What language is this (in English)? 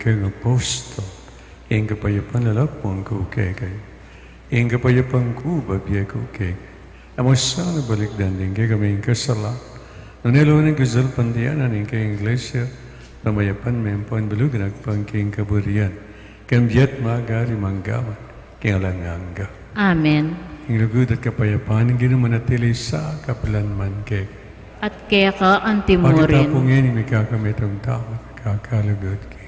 Pampanga